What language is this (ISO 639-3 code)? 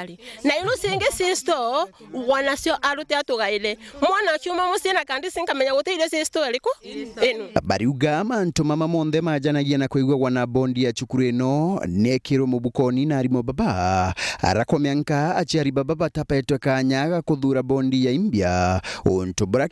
mer